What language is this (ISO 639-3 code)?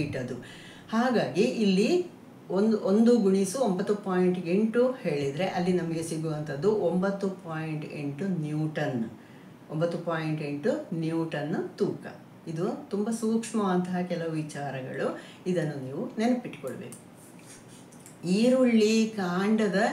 kan